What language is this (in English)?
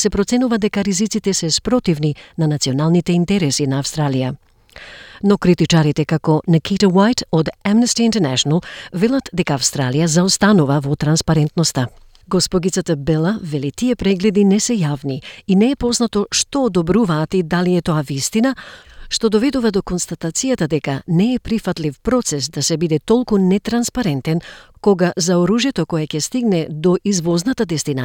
Macedonian